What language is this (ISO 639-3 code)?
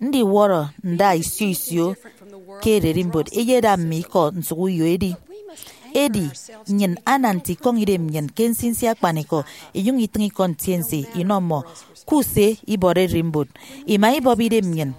efi